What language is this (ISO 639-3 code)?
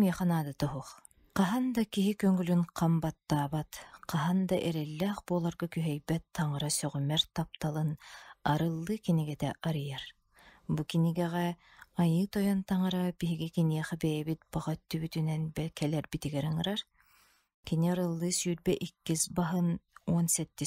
sah